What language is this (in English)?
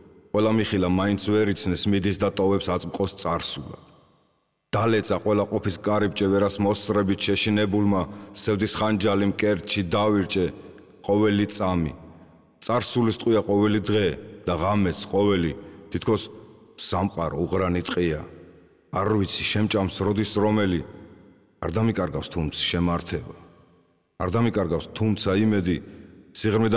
Georgian